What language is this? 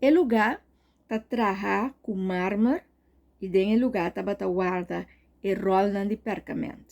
Papiamento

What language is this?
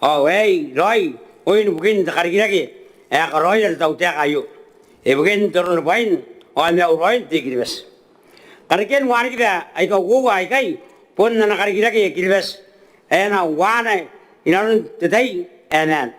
Gilbertese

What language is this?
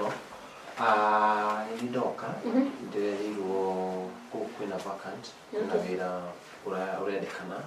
Kikuyu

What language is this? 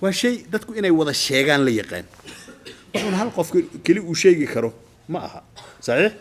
Somali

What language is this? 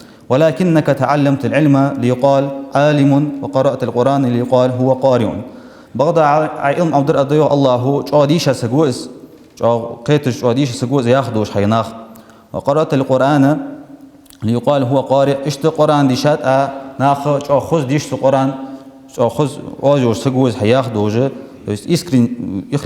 Ingush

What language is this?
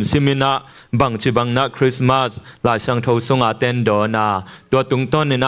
Tedim Chin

